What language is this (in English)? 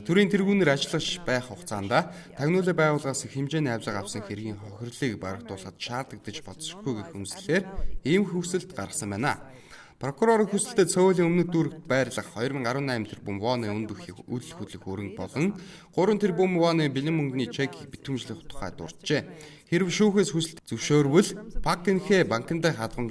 Mongolian